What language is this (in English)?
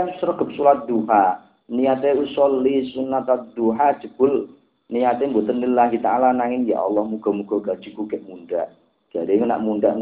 Javanese